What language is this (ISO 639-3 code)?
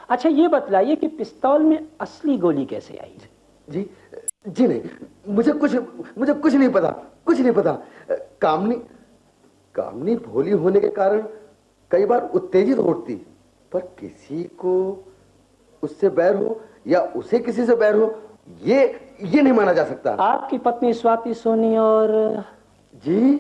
hin